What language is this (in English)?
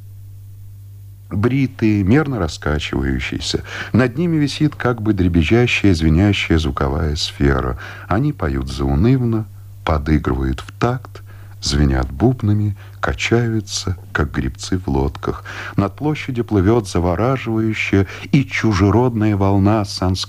Russian